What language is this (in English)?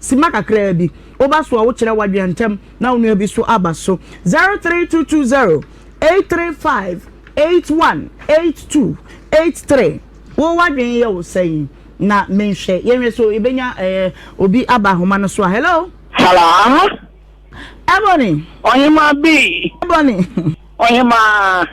Akan